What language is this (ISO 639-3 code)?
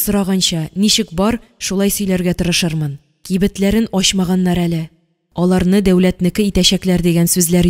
tat